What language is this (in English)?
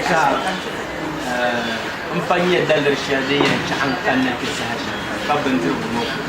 Dagbani